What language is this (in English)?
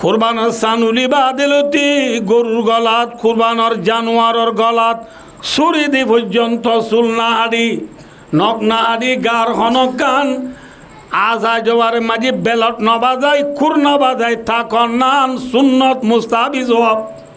Rohingya